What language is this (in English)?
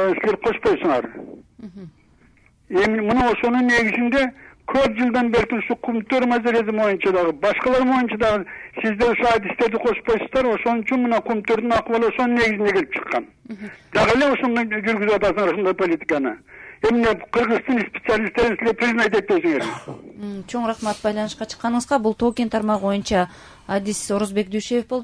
Kyrgyz